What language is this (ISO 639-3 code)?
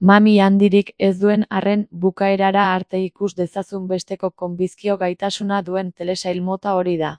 eus